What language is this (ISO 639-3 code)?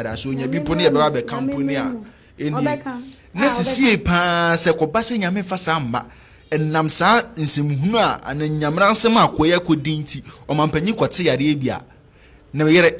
aka